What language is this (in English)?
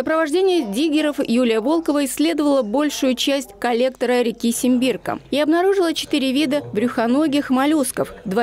Russian